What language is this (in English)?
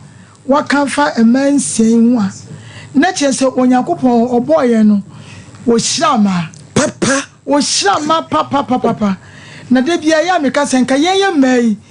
Akan